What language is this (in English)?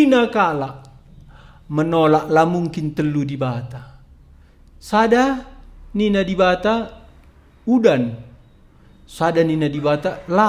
Batak Karo